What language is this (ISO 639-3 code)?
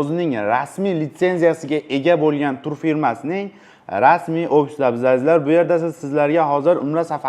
uzb